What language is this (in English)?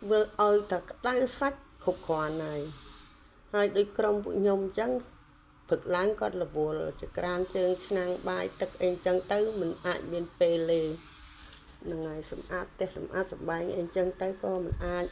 Khmer